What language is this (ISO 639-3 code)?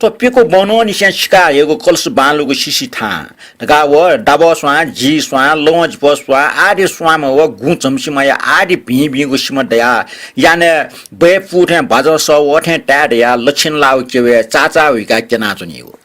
new